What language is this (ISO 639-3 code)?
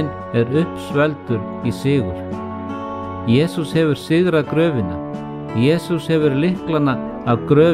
isl